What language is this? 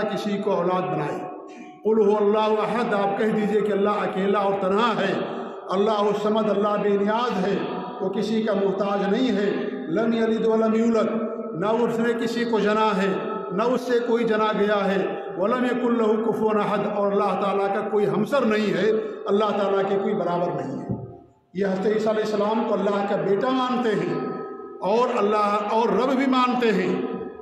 Urdu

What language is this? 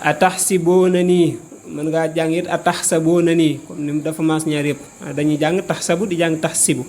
Wolof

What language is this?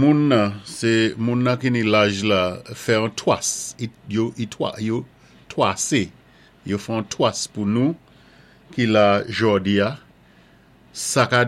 Saint Lucian Creole French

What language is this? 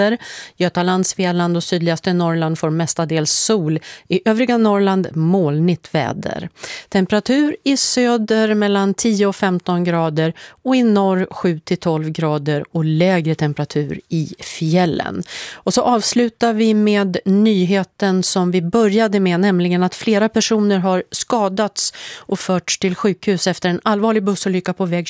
Swedish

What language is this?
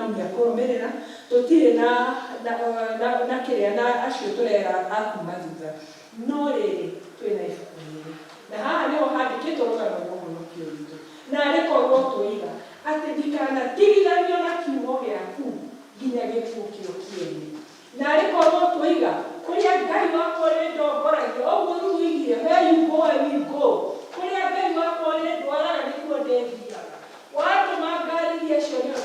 Kikuyu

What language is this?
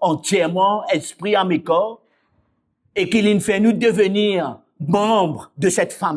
Morisyen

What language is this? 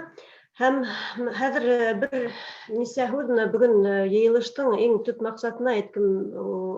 Bashkir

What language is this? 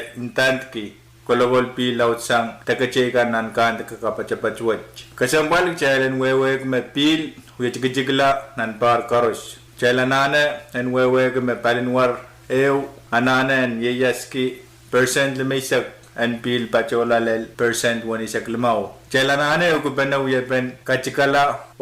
Pohnpeian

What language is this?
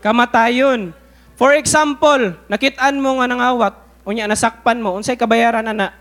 Cebuano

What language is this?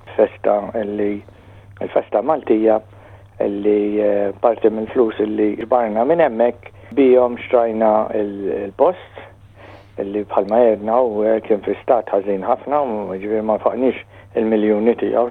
Maltese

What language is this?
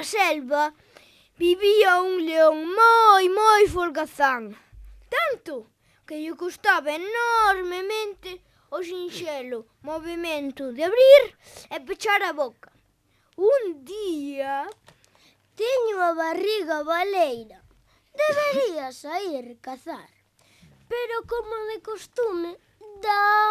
Galician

